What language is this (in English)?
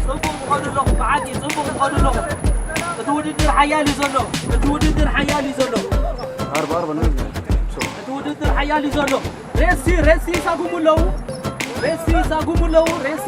Tigrinya